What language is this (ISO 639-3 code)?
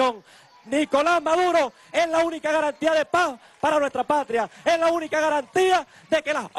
spa